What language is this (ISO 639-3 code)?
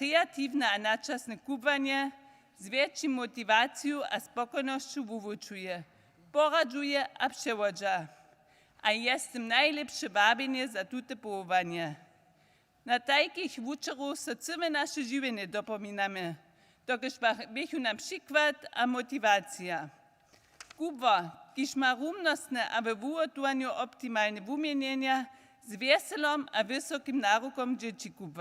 hsb